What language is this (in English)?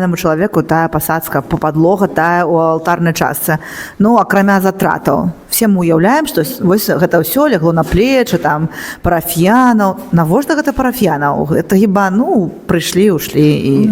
Belarusian